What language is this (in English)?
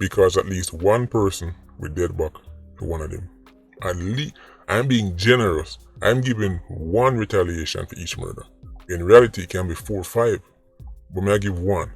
Jamaican Creole English